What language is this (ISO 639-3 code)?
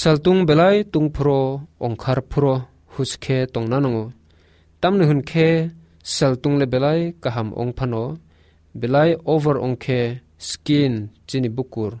trp